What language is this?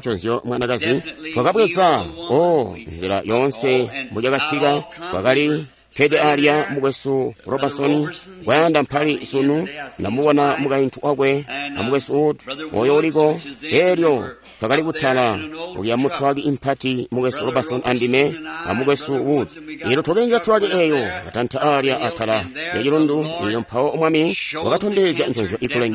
Tonga (Zambia)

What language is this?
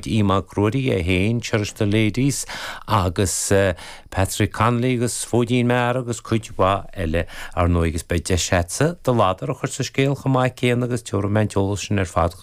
Irish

